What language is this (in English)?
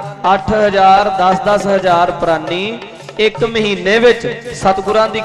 Punjabi